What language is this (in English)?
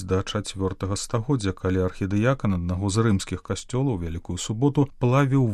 Belarusian